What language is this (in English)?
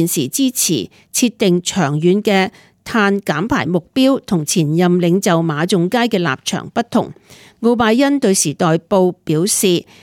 Cantonese